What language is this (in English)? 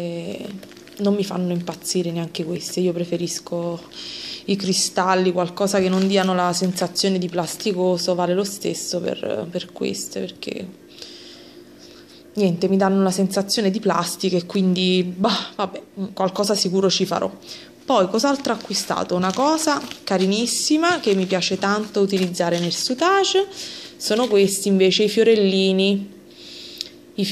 Italian